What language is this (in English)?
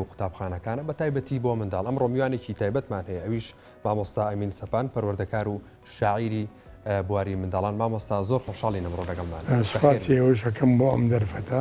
Central Kurdish